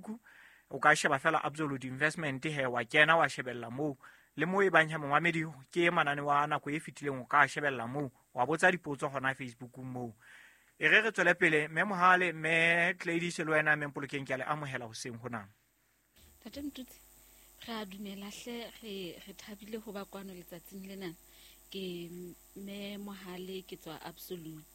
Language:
Southern Sotho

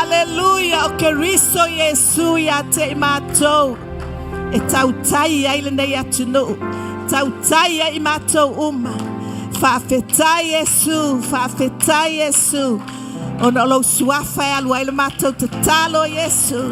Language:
Samoan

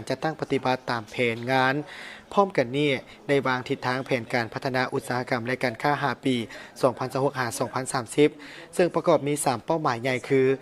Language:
Lao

